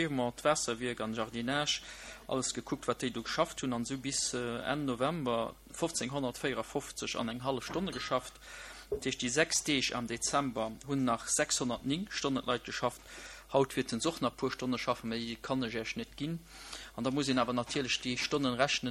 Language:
Luxembourgish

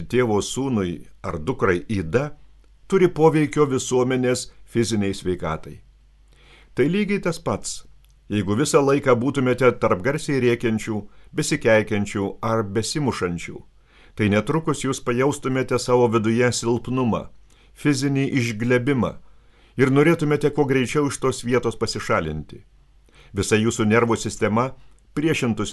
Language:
Lithuanian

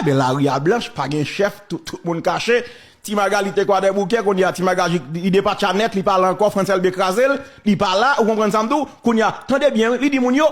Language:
Haitian Creole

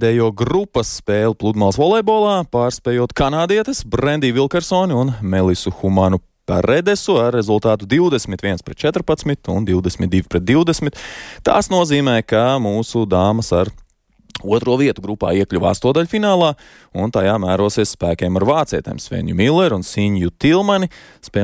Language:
Latvian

